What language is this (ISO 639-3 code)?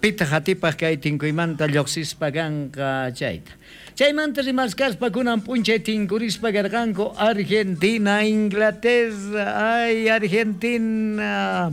quh